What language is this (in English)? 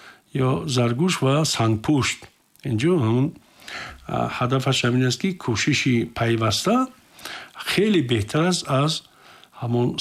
Tajik